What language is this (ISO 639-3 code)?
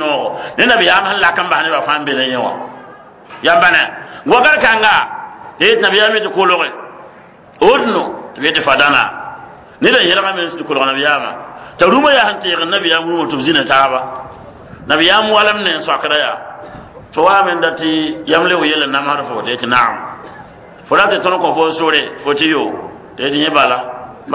mos